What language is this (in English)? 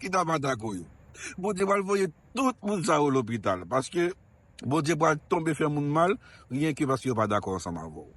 Haitian Creole